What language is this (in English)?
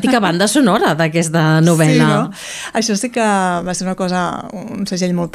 Catalan